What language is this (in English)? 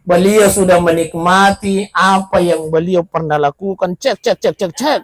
Buginese